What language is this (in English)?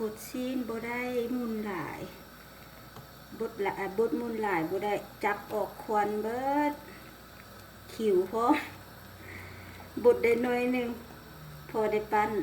Lao